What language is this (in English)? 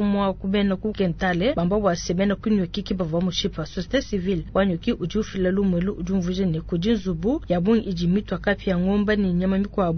Luba-Lulua